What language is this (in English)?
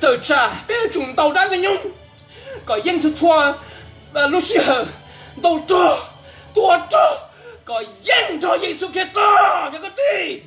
Hmong